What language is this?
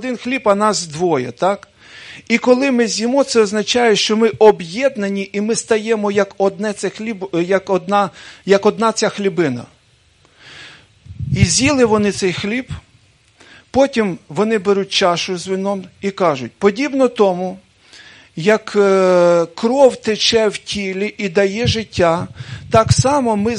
Ukrainian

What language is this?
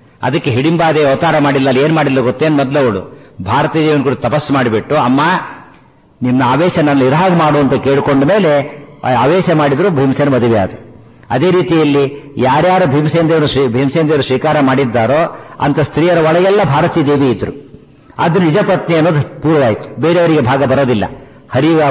Kannada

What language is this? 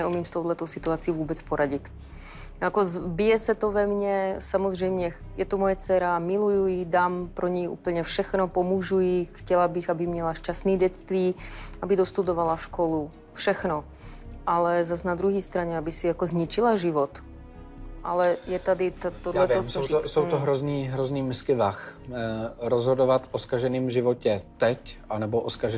Czech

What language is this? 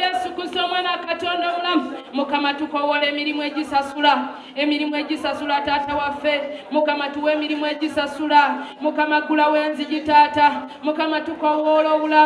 Ganda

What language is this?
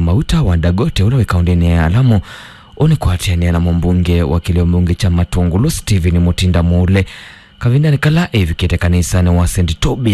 Kamba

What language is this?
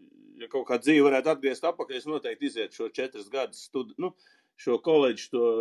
Latvian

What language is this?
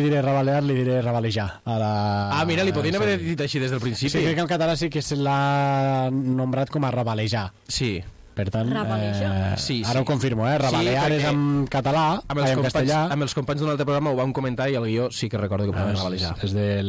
Catalan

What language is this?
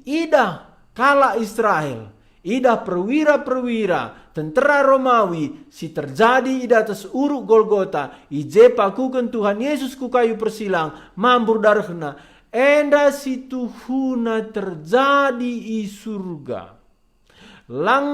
Batak Karo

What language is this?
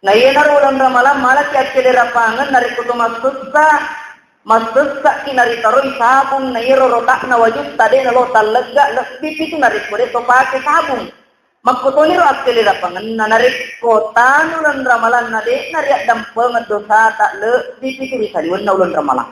Buginese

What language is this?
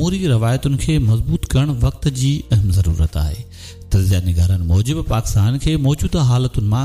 Sindhi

